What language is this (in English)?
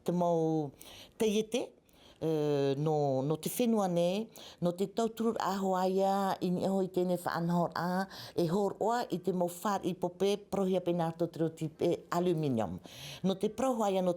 Tahitian